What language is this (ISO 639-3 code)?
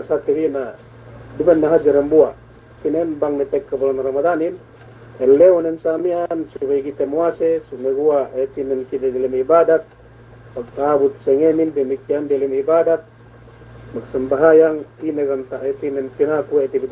yka